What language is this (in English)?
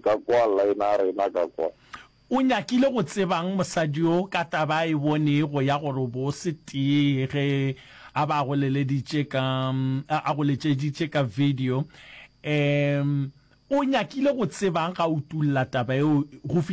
Northern Sotho